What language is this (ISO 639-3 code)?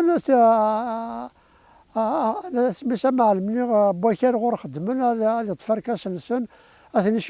kab